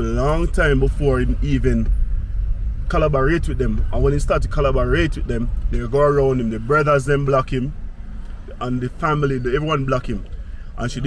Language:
Jamaican Creole English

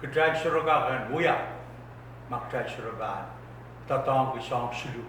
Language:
Pohnpeian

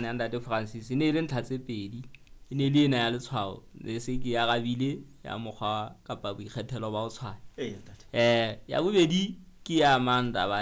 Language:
Southern Sotho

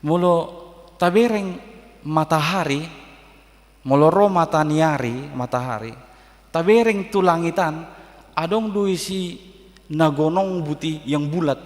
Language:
Batak Toba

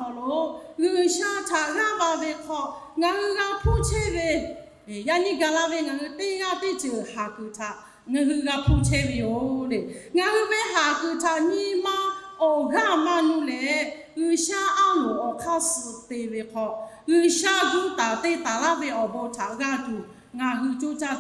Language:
Lahu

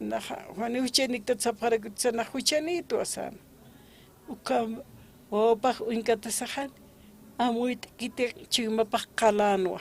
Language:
Aymara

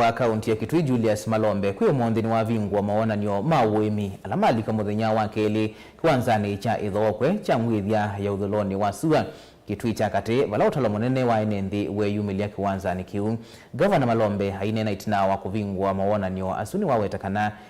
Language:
Kamba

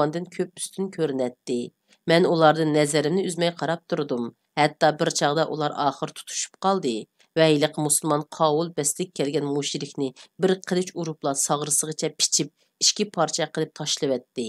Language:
Uyghur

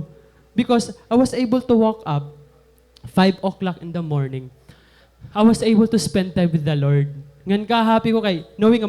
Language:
Waray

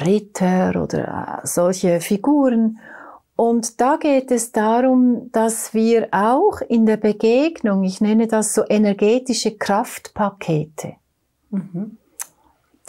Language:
German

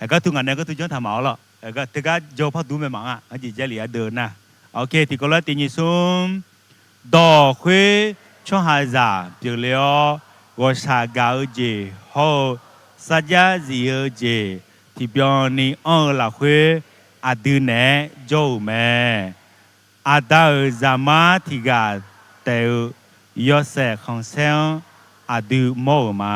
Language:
Akha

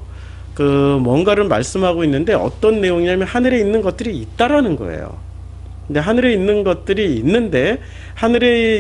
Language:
Korean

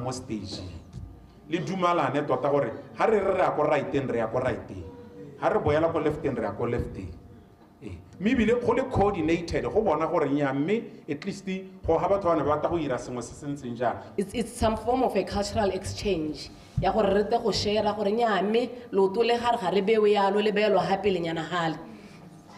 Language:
Tswana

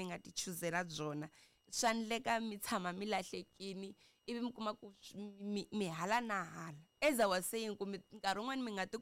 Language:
Tsonga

